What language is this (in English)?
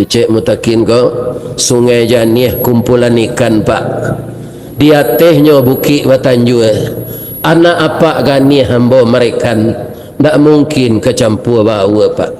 Minangkabau